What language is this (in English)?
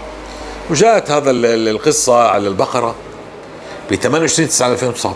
North Levantine Arabic